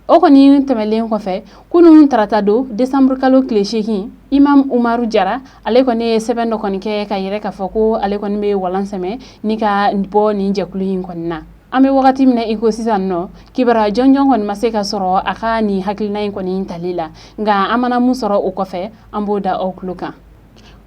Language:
Bambara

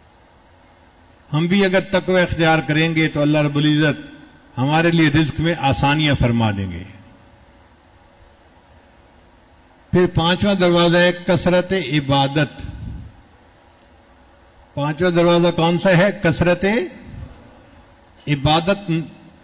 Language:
Urdu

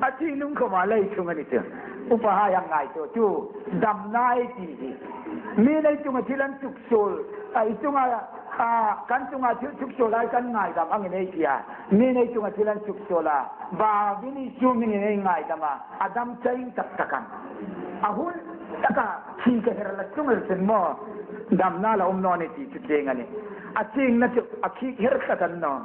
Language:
Hmar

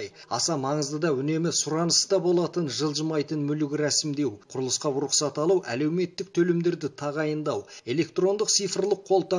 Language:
Kazakh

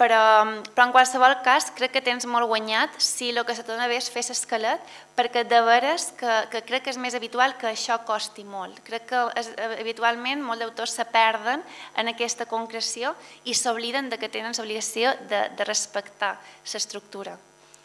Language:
Catalan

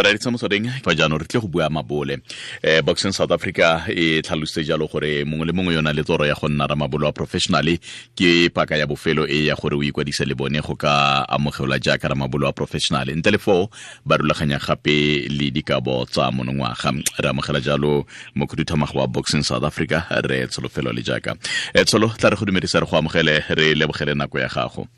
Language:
Tswana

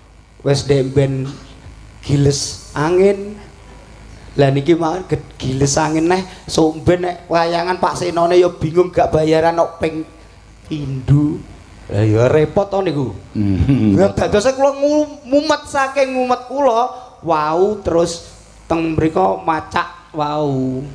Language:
Javanese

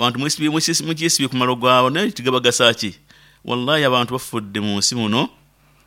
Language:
Nyoro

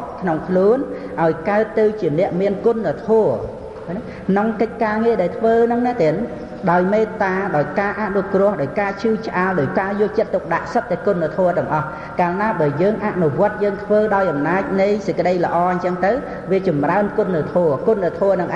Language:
Khmer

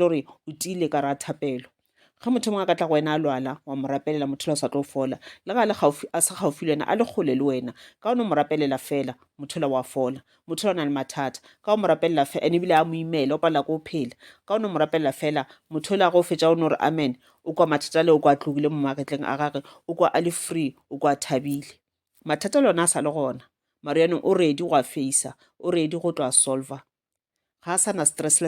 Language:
Northern Sotho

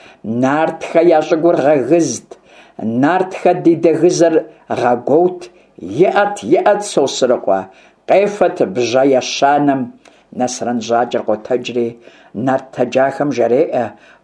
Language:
Kabardian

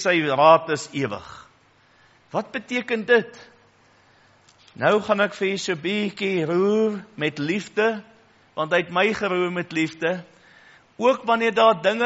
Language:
Afrikaans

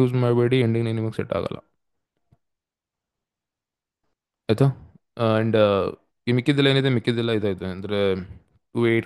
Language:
Kannada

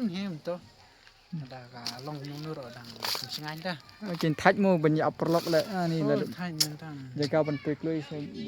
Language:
Khasi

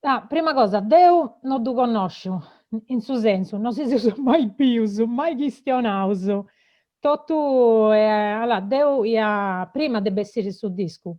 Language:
Sardinian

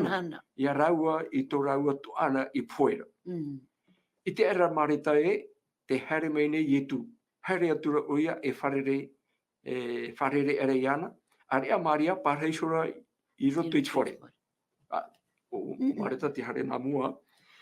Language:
Tahitian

